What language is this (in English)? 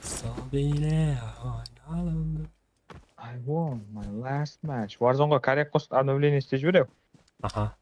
Kara-Kalpak